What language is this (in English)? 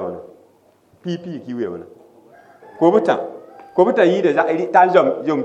Mossi